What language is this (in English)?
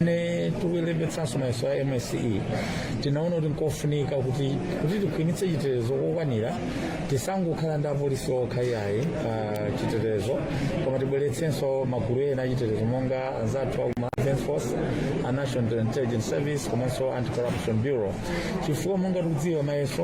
Nyanja